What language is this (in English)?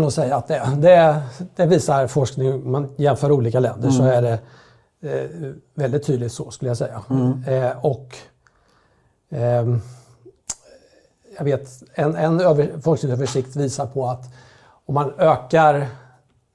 Swedish